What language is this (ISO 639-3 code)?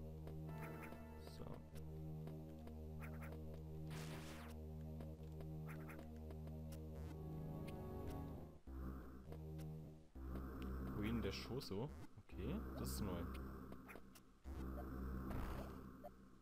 deu